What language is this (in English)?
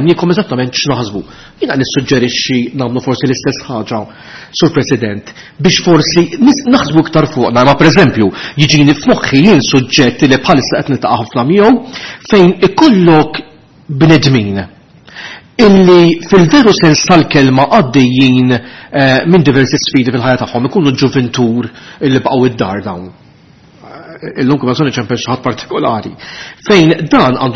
Maltese